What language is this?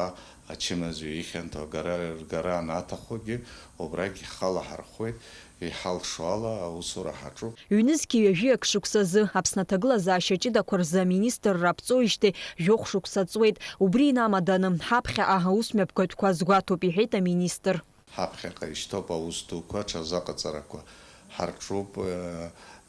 Abkhazian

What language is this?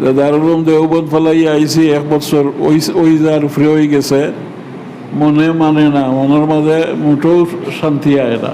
Sylheti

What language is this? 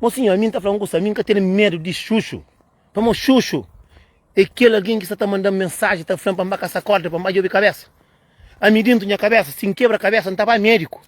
Kabuverdianu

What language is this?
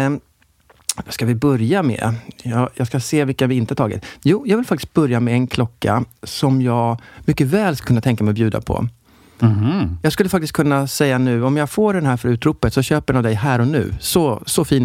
Swedish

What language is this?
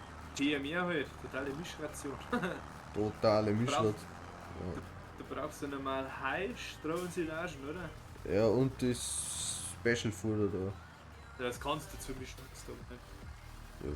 Bavarian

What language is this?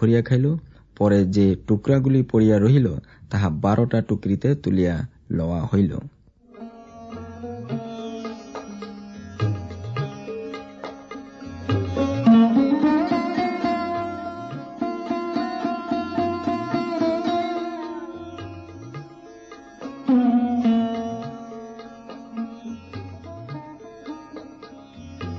Bangla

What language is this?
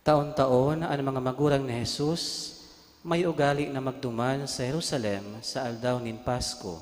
Bikol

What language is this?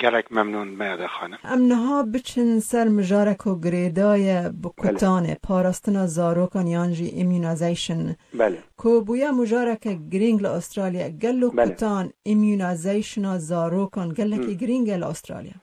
Kurdish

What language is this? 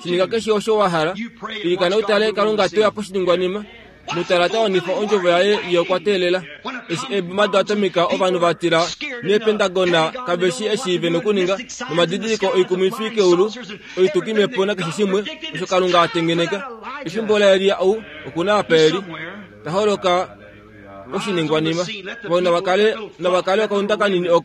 Kuanyama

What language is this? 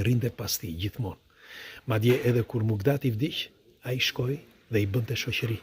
Albanian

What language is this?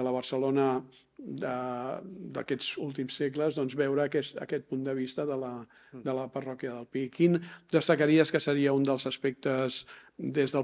Catalan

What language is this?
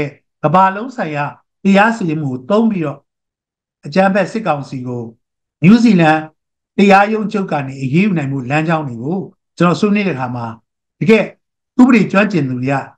Burmese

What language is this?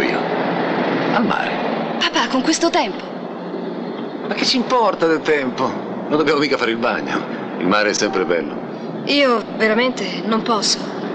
Italian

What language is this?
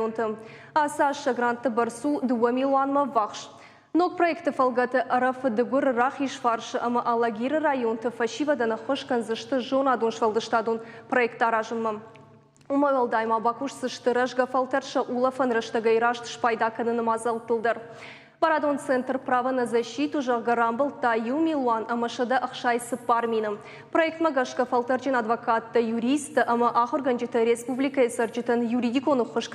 Ossetic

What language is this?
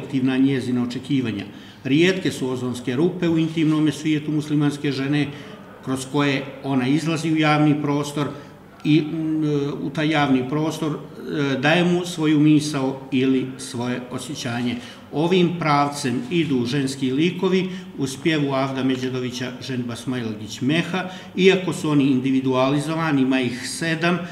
Bosnian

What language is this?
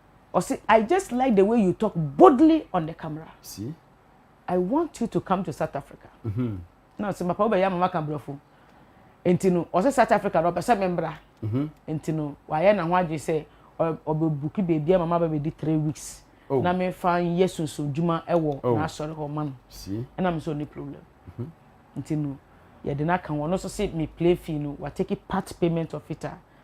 Akan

